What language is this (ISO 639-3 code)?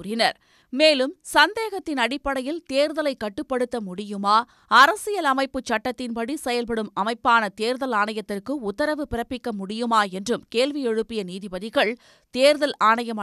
tam